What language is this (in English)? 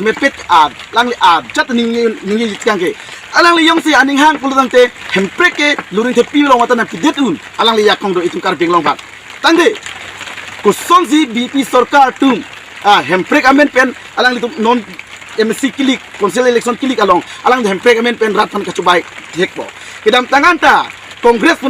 Karbi